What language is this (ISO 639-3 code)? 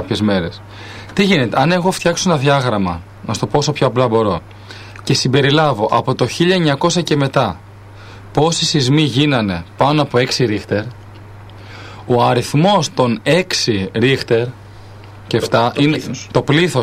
ell